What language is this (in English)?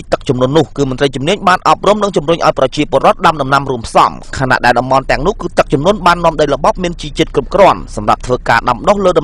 Khmer